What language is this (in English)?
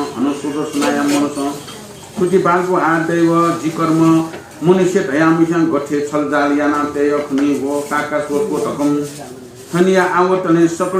Newari